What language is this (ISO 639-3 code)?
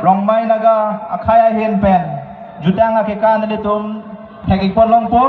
mjw